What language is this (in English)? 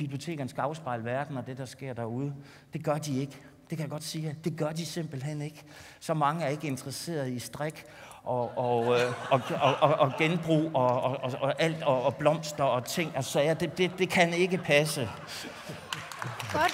Danish